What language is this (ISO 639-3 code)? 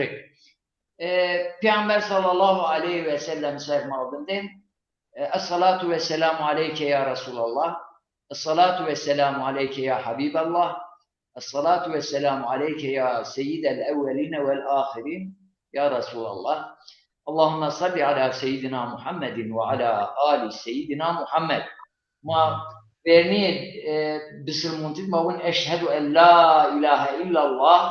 zza